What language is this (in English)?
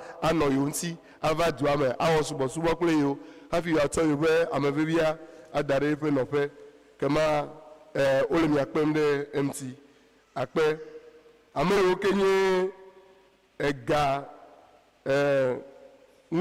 Ewe